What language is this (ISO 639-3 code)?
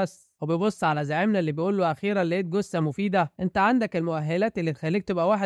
arz